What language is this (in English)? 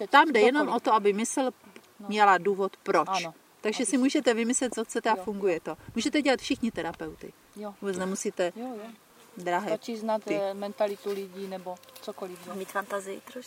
Czech